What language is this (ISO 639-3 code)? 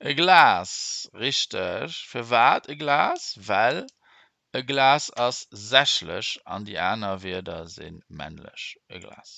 ltz